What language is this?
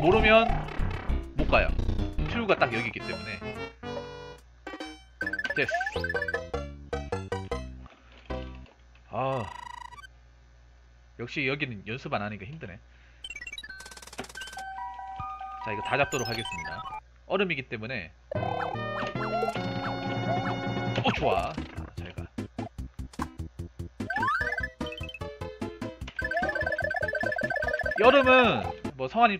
Korean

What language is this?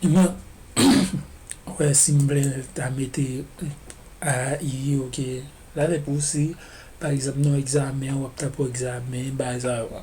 Haitian Creole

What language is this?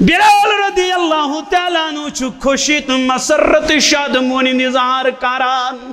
Kashmiri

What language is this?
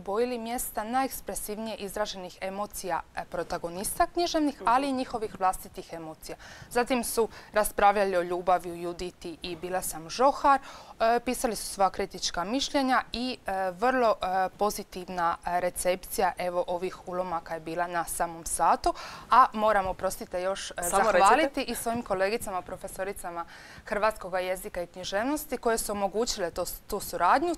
Croatian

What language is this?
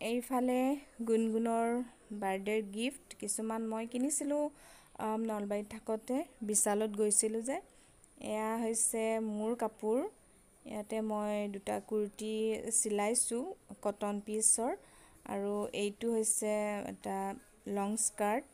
Assamese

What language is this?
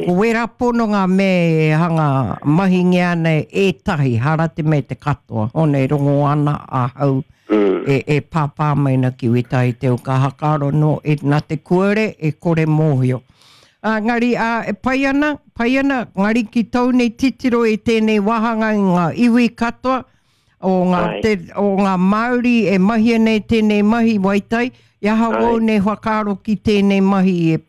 Māori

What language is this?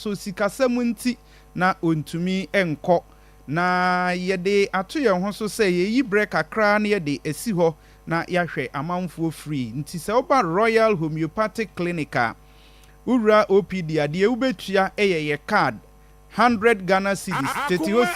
Akan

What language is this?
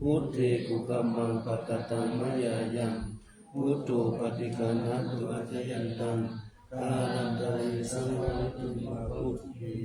Pali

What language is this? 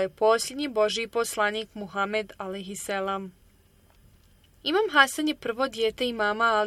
Bosnian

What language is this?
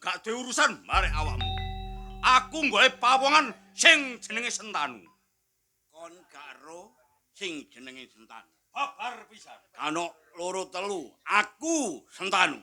Javanese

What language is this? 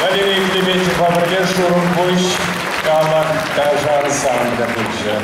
Chuvash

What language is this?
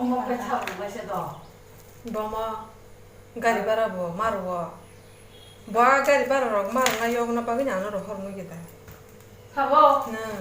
Kok Borok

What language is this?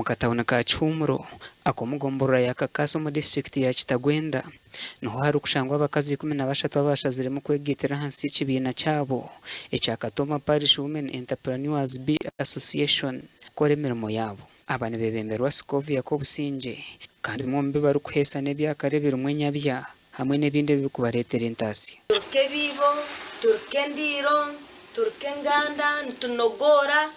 Nyankole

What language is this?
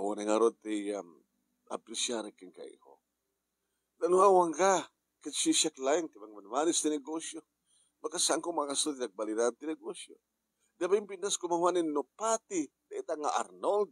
Iloko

